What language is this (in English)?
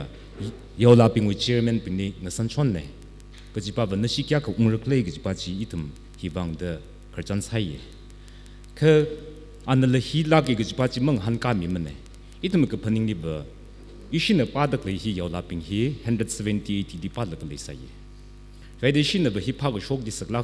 Tangkhul Naga (India)